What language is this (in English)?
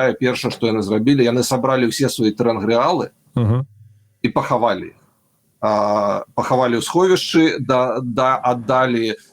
Belarusian